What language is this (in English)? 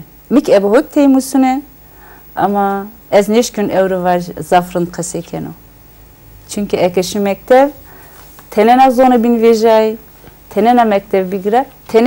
Zaza